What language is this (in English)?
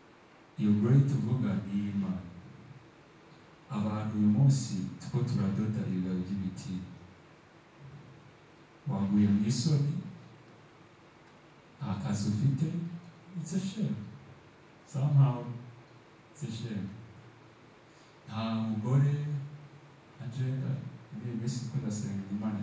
Kinyarwanda